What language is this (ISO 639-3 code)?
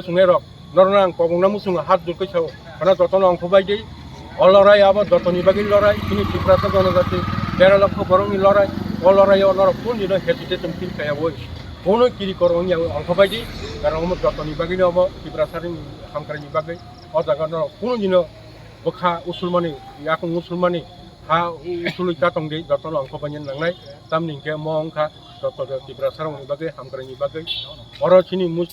trp